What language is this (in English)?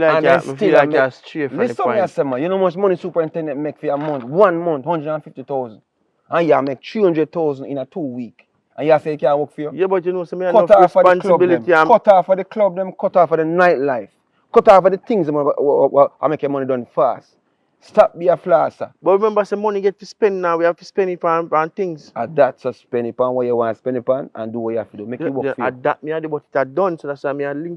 Jamaican Creole English